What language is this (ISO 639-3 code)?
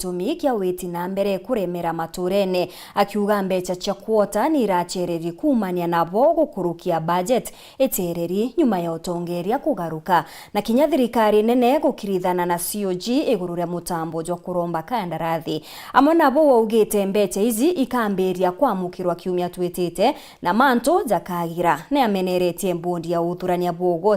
mer